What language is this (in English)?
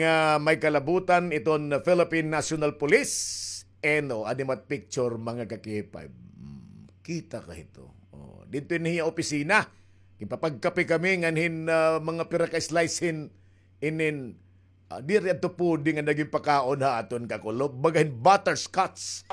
Waray